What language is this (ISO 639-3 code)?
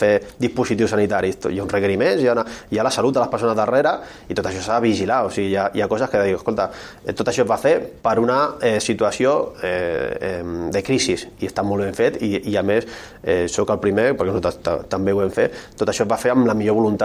cat